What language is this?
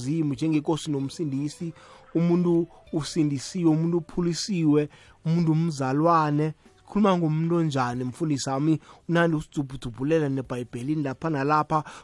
South Ndebele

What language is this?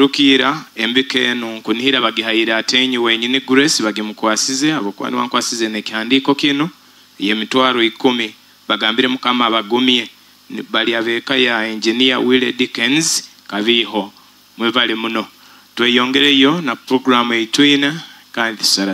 Nyoro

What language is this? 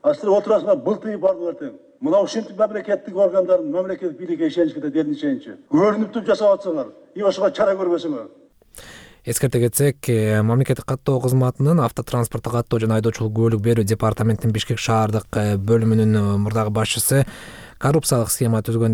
Kyrgyz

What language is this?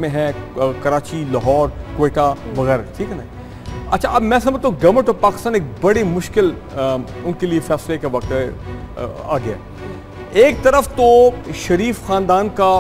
Urdu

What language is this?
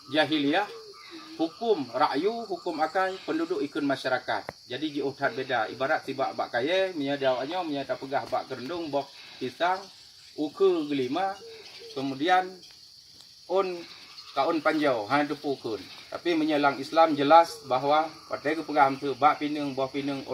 Achinese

